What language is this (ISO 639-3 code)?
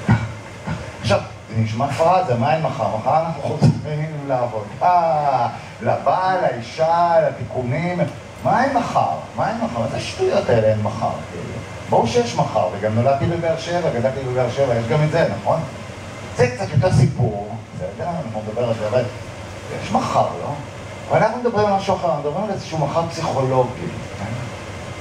heb